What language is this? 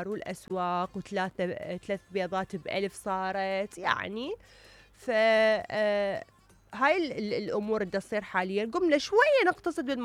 Mesopotamian Arabic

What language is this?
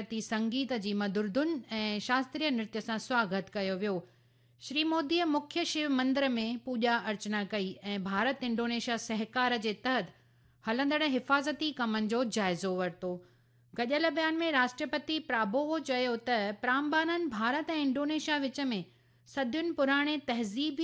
Sindhi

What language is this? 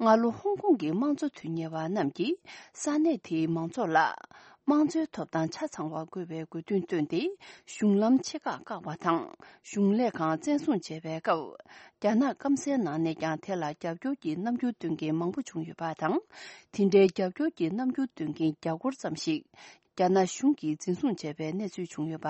Tibetan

